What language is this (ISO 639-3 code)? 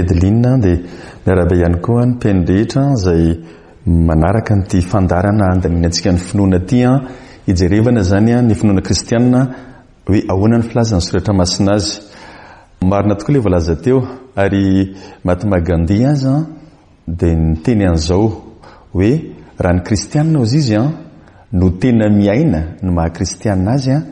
mlg